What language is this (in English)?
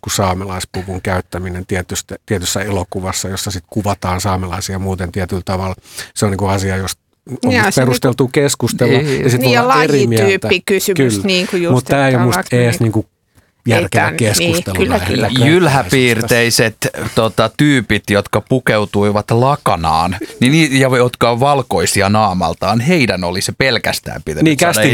Finnish